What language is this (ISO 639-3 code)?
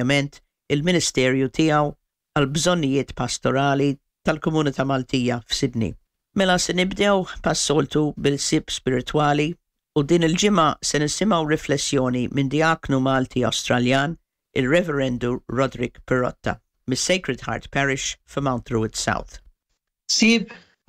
mlt